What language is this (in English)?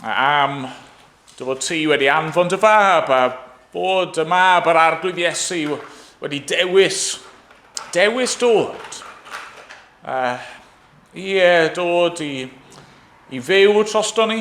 Welsh